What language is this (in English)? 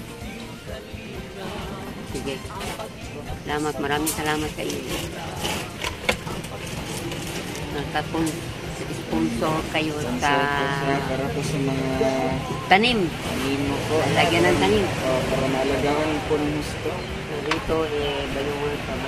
Filipino